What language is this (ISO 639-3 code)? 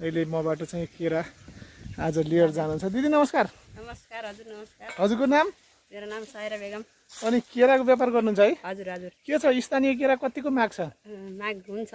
nep